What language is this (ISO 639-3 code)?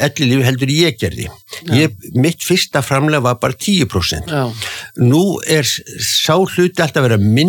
isl